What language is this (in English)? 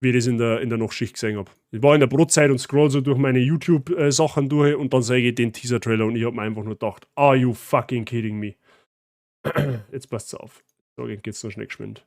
Bavarian